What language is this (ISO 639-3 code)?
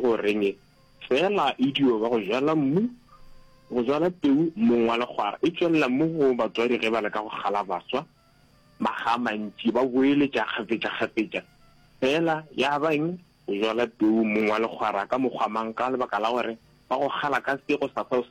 nso